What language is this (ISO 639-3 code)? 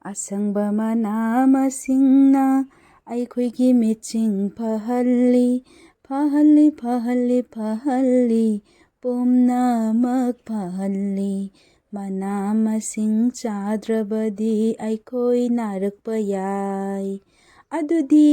mni